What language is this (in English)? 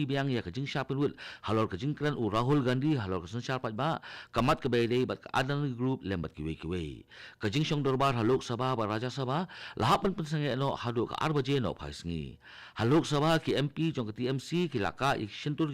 Khasi